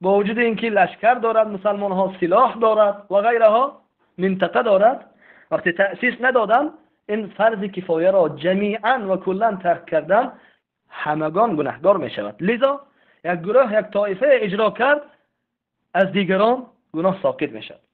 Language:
Tajik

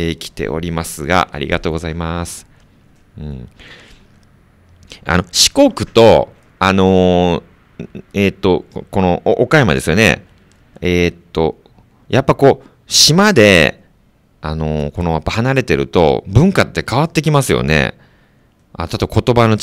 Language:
Japanese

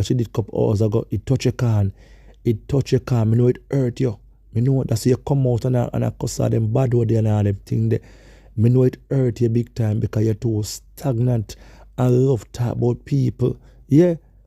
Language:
Jamaican Creole English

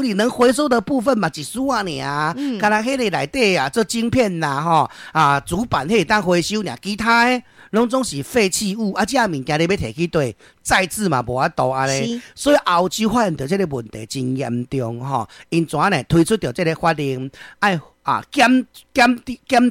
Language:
Min Nan Chinese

